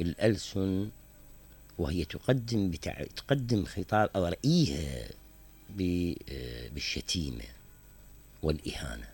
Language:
Mesopotamian Arabic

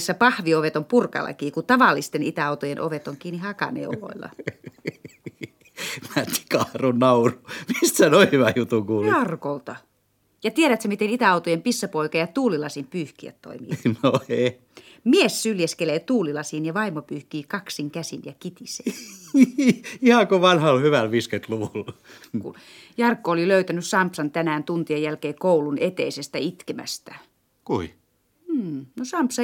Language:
Finnish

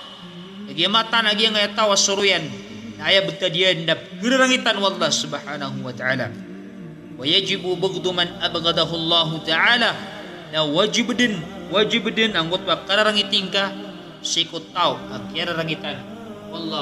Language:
Maranao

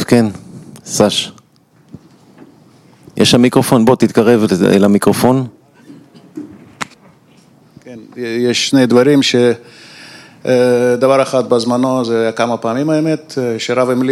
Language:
Hebrew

